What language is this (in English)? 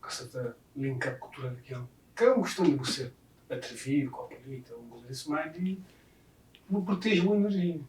Kabuverdianu